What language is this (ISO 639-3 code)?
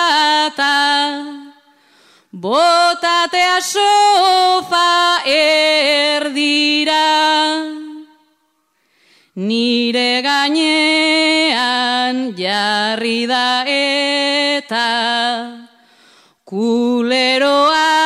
eus